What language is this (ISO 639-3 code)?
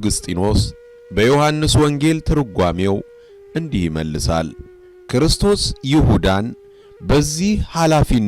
amh